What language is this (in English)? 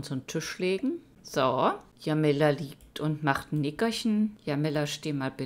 German